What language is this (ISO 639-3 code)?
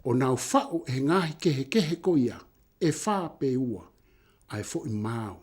ton